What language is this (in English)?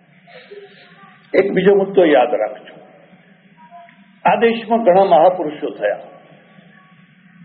Gujarati